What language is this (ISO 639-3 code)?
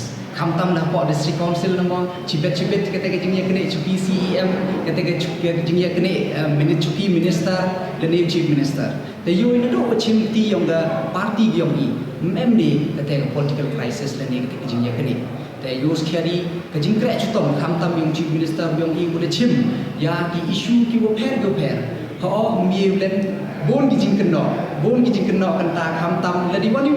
pbv